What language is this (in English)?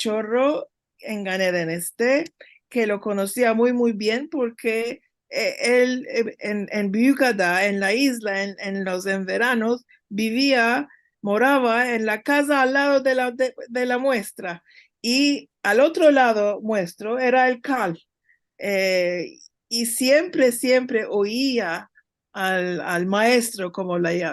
Ladino